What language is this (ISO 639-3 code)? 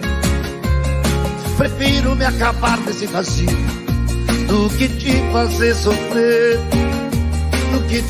por